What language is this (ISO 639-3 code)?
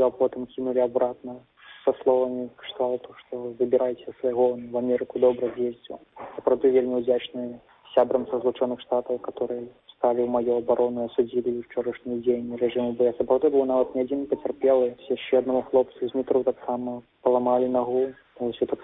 bel